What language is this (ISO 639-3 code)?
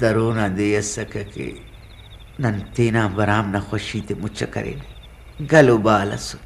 brh